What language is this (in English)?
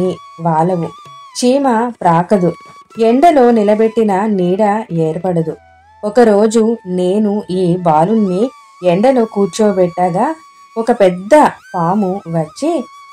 Telugu